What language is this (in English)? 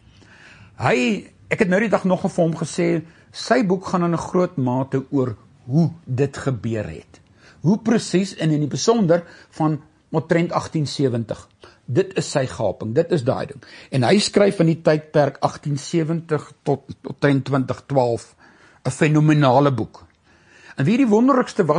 Afrikaans